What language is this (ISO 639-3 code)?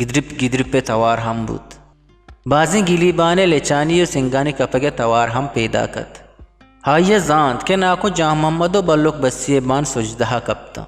bgp